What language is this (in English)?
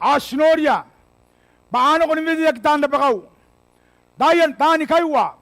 Gilbertese